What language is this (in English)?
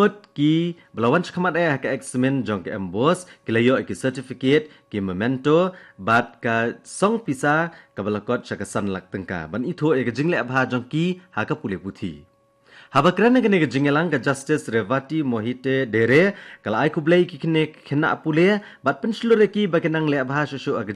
Khasi